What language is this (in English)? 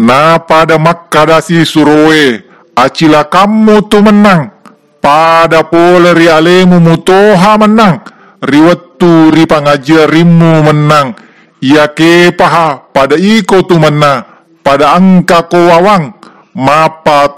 Buginese